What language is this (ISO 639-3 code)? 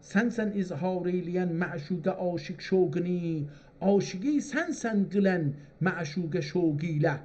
azb